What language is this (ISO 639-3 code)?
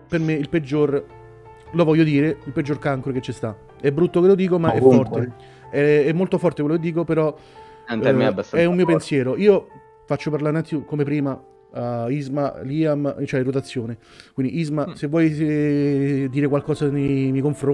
ita